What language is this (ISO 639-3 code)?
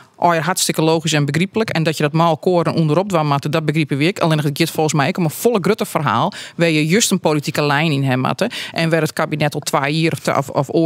fry